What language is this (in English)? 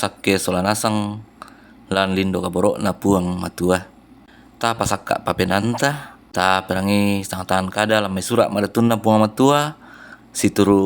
Toraja-Sa'dan